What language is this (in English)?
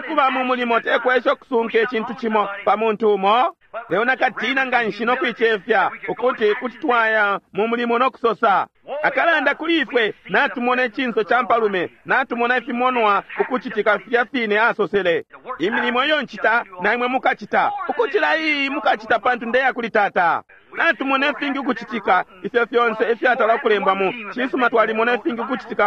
Bemba